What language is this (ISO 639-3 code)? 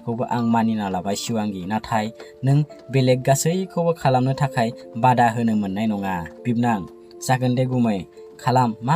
brx